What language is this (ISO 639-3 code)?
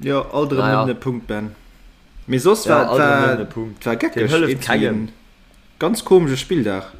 ltz